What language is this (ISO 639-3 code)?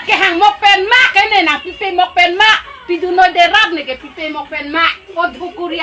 mjw